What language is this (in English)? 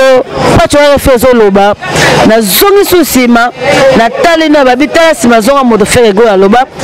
Lingala